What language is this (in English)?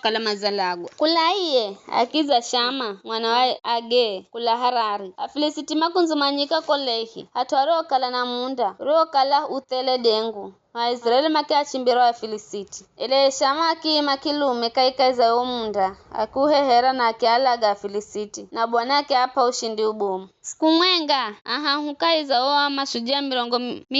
Giryama